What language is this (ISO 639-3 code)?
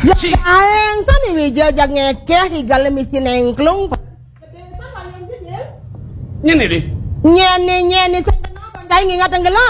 ban